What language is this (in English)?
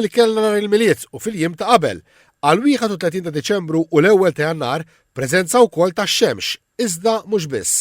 Maltese